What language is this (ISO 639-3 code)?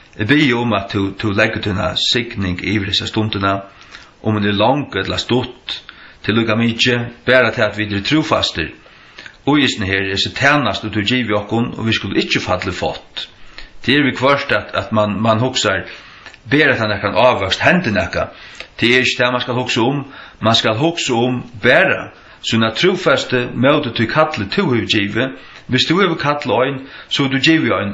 fao